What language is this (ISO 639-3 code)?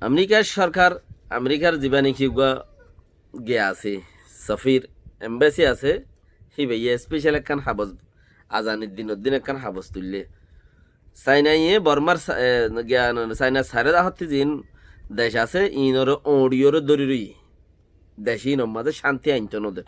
rhg